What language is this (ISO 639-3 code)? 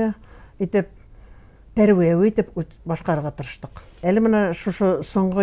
bak